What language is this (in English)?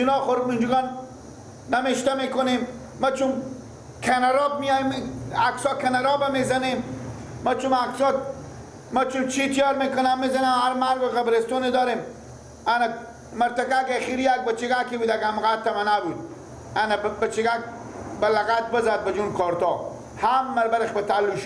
Persian